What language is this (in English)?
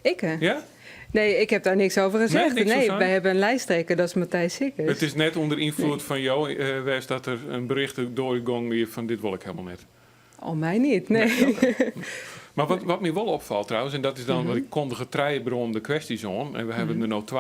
Western Frisian